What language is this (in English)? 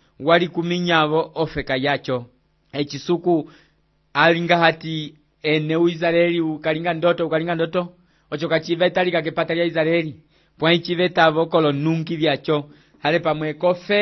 Umbundu